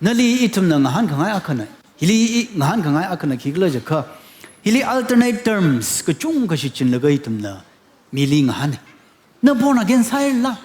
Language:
Tangkhul Naga (India)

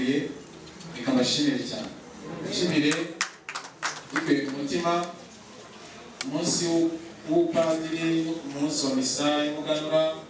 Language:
Kinyarwanda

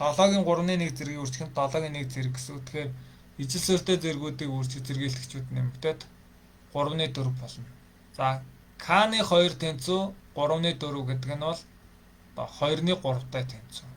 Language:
Mongolian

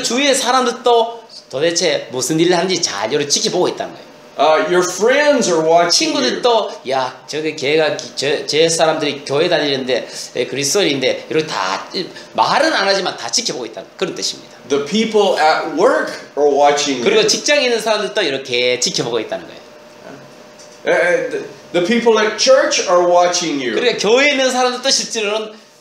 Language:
Korean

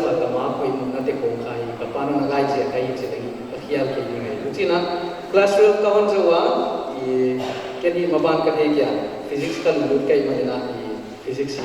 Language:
Paite Chin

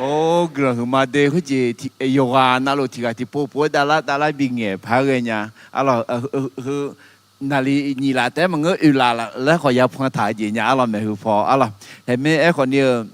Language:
Akha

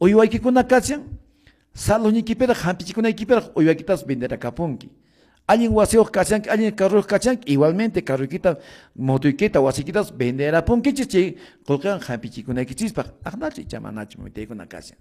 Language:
Quechua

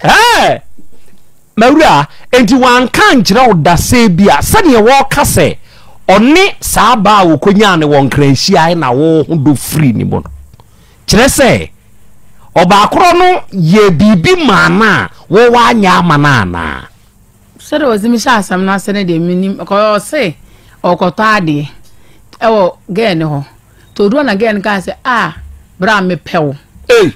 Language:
Akan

